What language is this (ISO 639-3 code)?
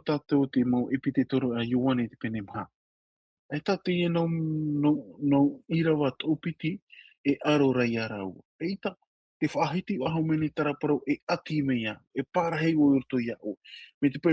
tah